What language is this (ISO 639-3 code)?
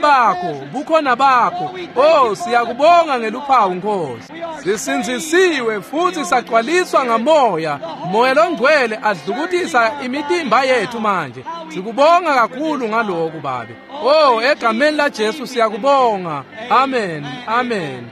ssw